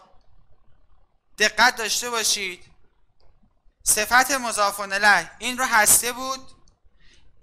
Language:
Persian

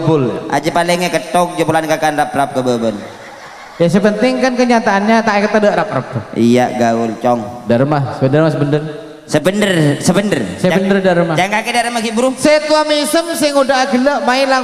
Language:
Madurese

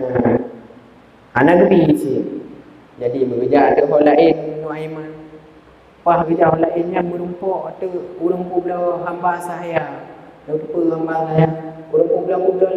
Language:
Achinese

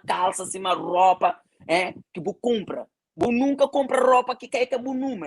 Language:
Kabuverdianu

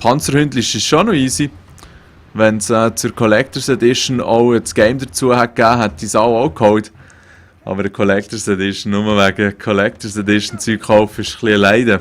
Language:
Swiss German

